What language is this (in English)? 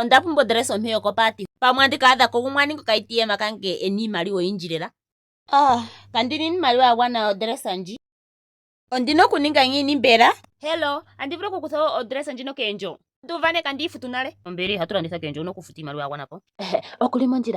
Ndonga